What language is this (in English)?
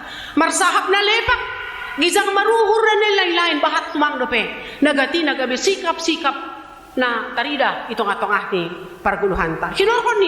Batak Simalungun